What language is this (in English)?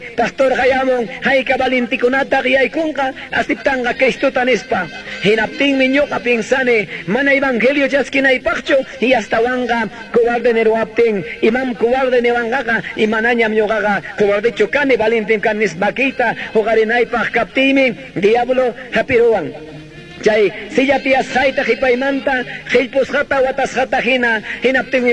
Quechua